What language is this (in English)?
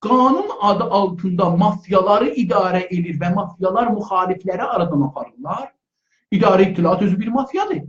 South Azerbaijani